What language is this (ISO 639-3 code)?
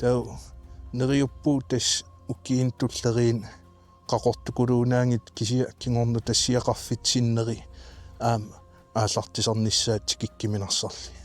kal